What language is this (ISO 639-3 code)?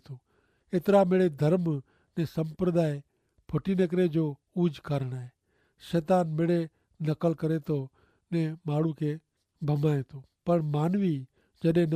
kfr